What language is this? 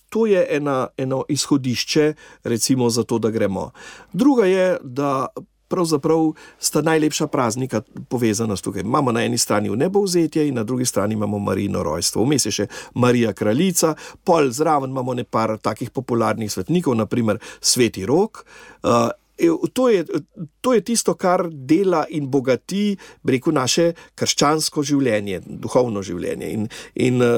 Slovenian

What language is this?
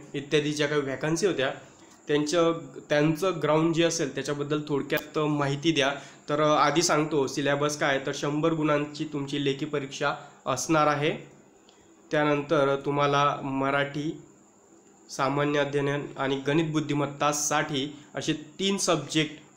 Marathi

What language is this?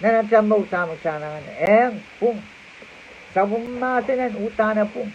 Pohnpeian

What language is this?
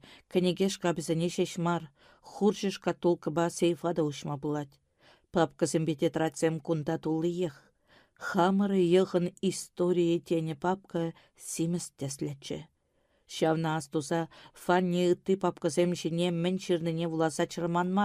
Chuvash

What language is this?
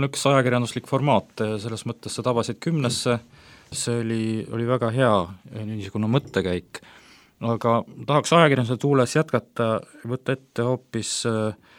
Estonian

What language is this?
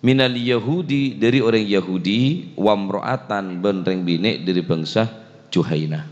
Madurese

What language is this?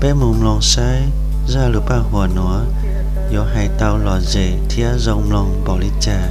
Hmong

